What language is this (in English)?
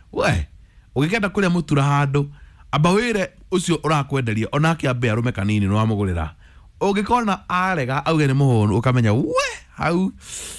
Kikuyu